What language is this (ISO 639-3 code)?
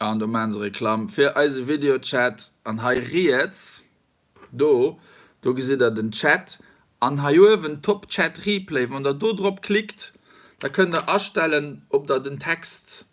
ltz